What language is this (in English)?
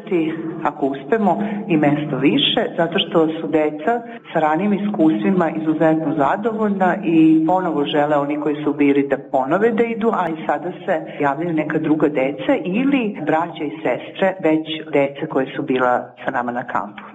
Serbian